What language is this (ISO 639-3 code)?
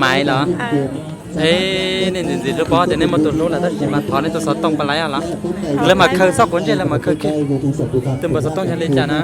hmn